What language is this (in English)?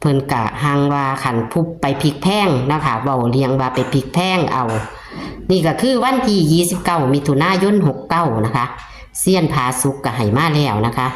Northeastern Thai